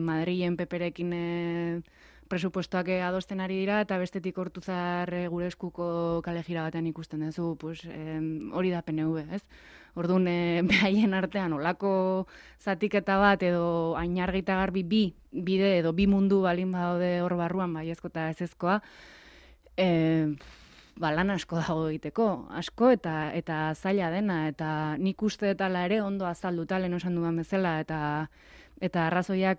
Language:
Basque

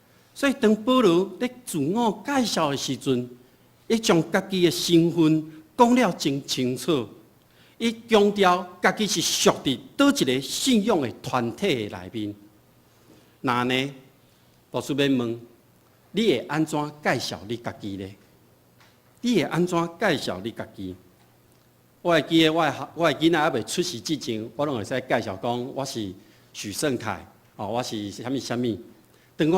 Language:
Min Nan Chinese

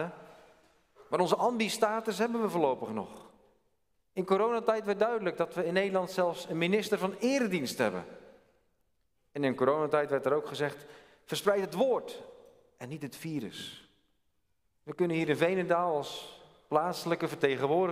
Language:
Dutch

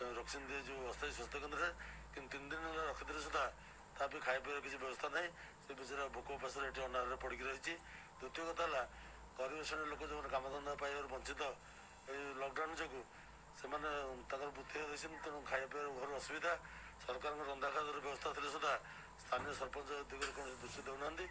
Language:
Odia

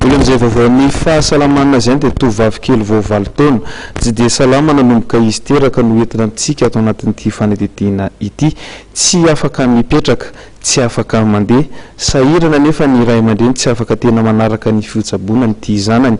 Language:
Malagasy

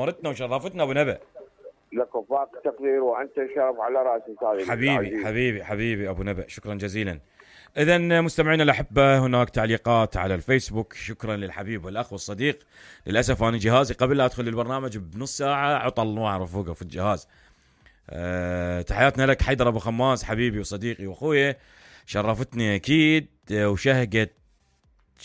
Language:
Mesopotamian Arabic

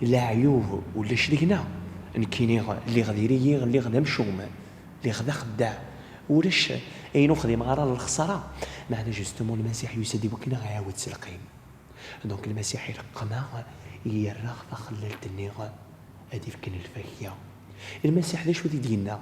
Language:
Kabyle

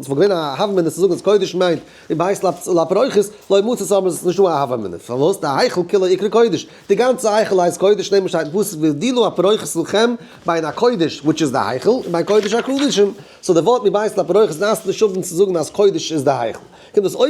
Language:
Yiddish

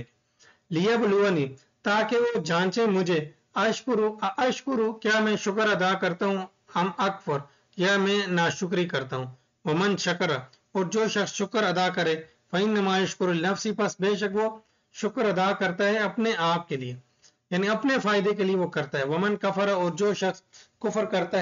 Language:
Urdu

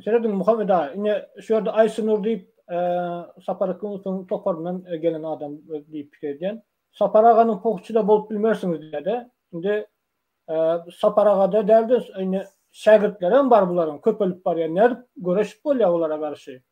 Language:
Turkmen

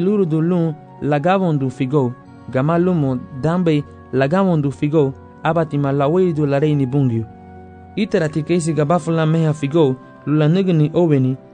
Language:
Garifuna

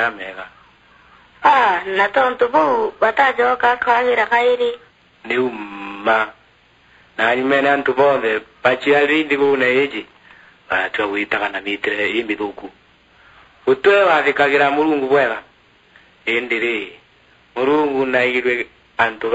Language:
Meru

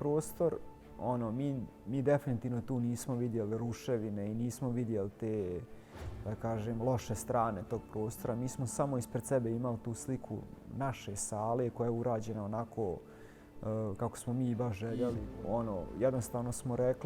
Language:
Bosnian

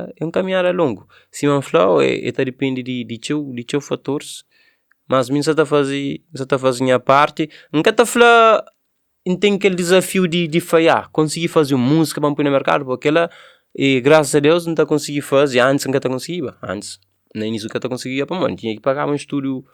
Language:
Kabuverdianu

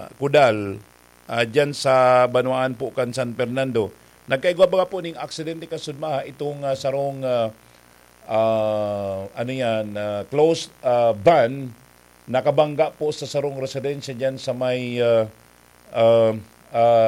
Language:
Bikol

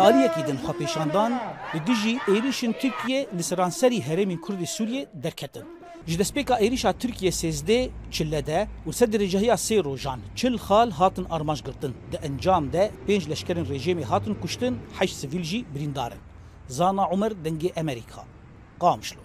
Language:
Kurdish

